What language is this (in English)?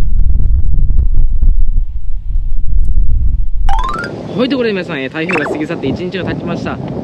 Japanese